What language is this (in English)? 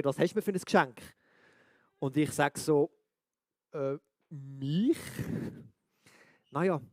Swiss German